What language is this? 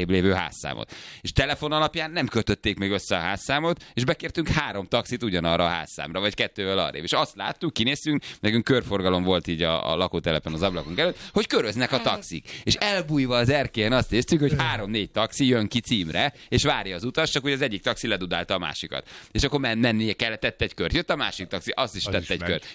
Hungarian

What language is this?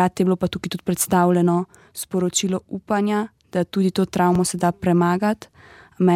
Slovenian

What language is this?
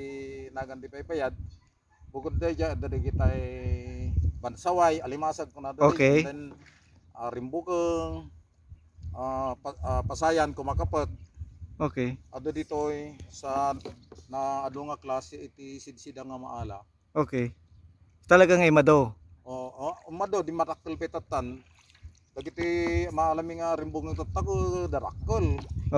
Iloko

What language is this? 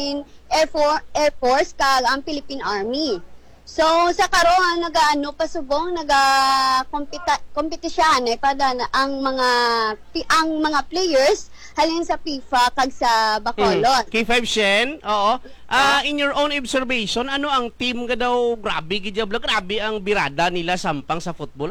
Hiligaynon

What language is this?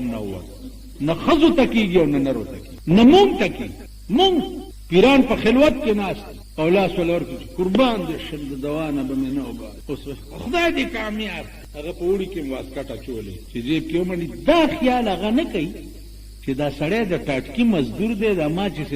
Pashto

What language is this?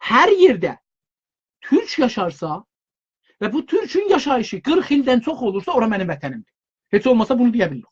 South Azerbaijani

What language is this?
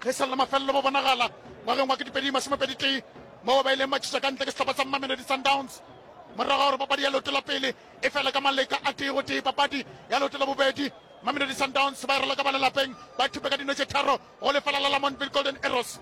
Northern Sotho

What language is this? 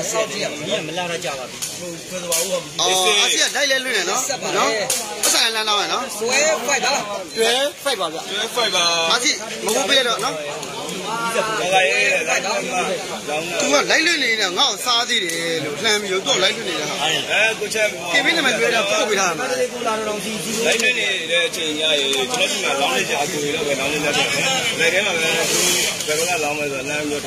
Burmese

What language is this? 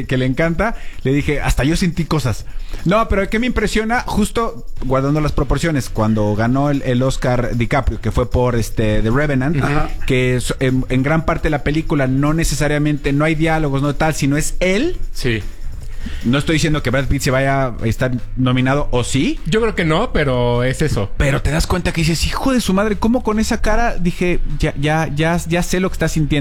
Spanish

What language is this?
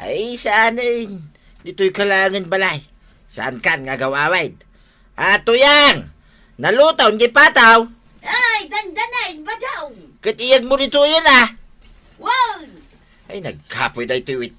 Iloko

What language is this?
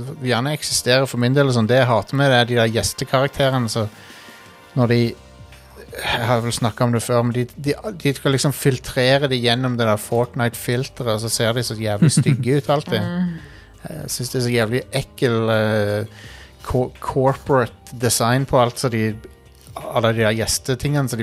Norwegian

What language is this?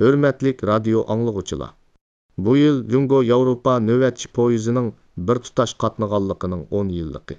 Uyghur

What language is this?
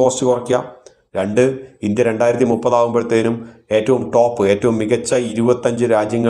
Malayalam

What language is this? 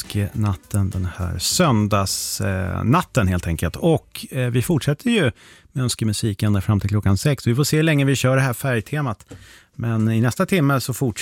Swedish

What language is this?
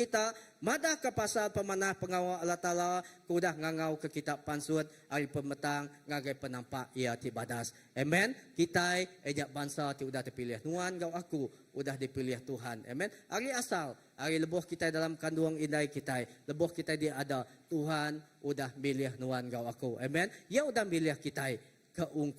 Iban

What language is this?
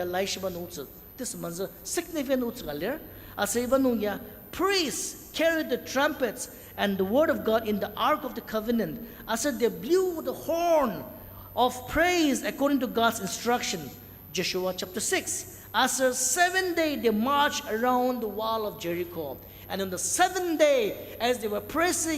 Ao Naga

